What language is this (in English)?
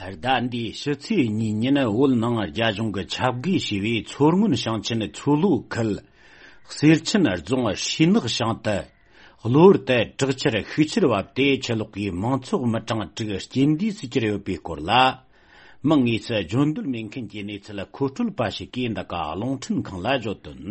Tibetan